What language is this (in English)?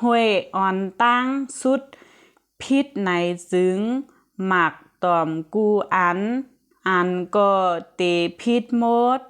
Shan